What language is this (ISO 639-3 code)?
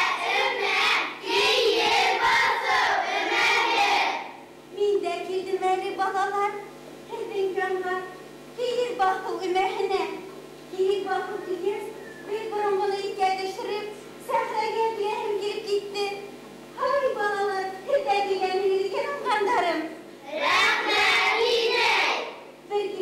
bak